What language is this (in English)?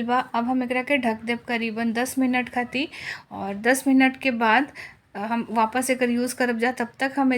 Bhojpuri